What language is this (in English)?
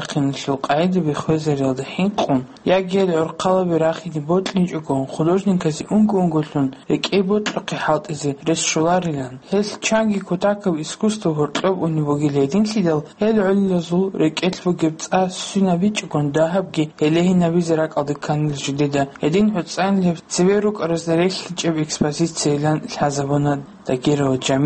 Avaric